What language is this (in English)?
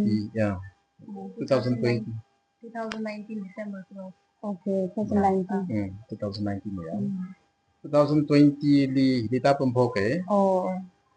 Tangkhul Naga (India)